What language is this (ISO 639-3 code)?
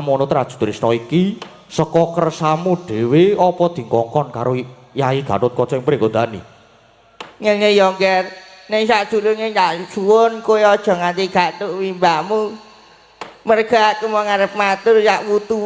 jav